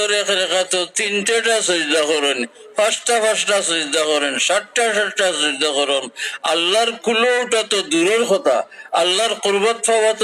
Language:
Sylheti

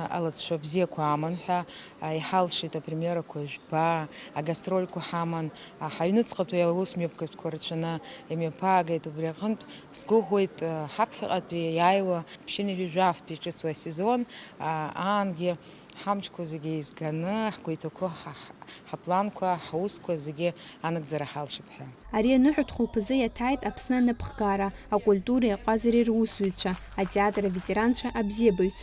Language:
Abkhazian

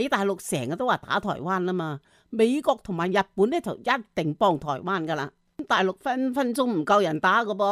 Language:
Cantonese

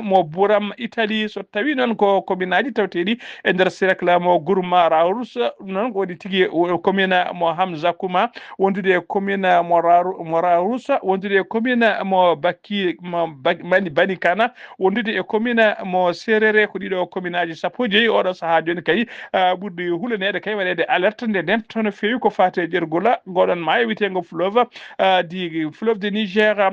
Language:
Fula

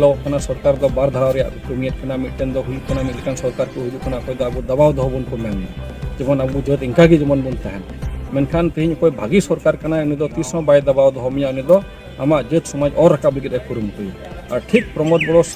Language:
Santali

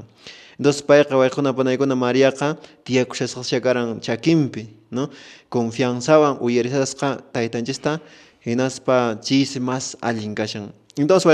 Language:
Quechua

